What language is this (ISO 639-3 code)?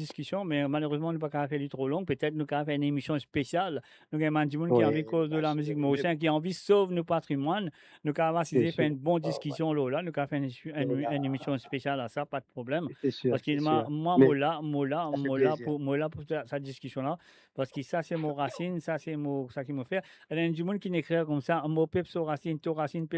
mfe